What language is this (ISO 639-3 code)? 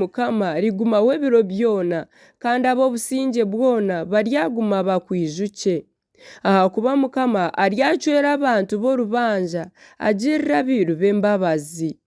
nyn